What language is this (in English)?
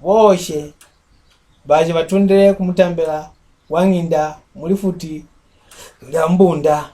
Mbunda